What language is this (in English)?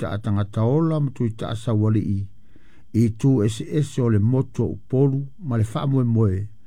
Samoan